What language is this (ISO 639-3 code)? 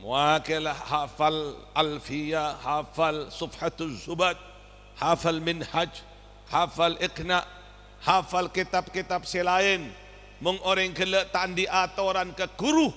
mad